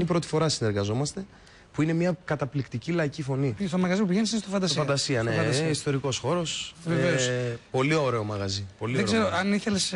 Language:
Greek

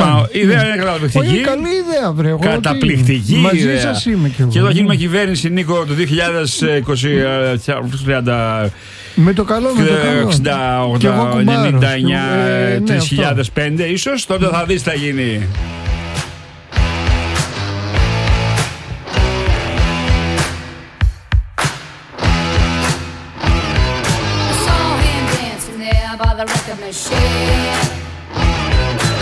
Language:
Greek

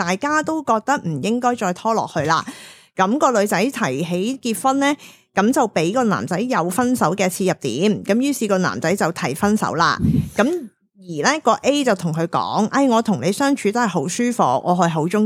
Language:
Cantonese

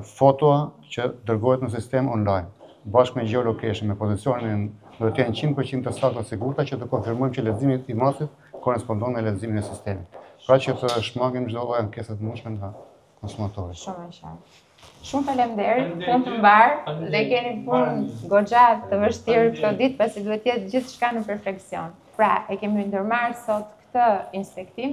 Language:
Albanian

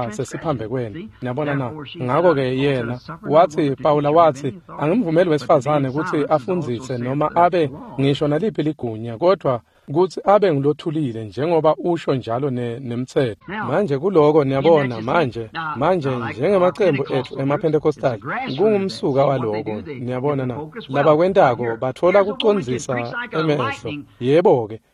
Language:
Swati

